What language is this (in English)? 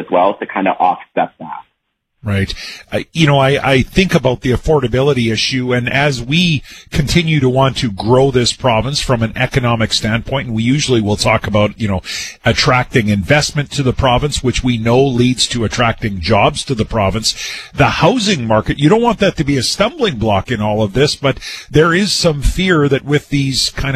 English